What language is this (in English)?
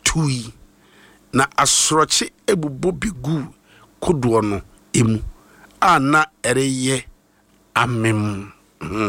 Akan